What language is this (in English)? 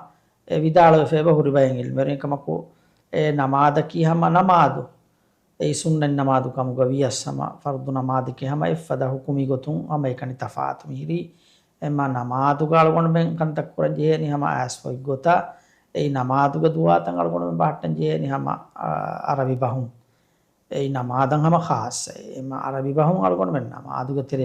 Divehi